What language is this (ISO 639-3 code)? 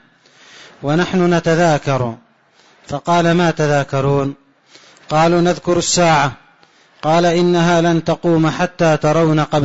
ara